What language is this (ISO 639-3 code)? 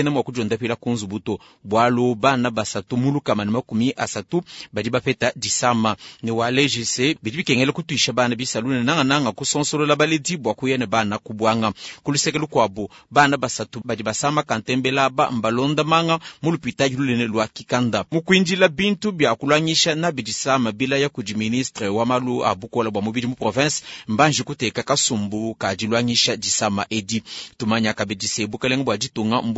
lua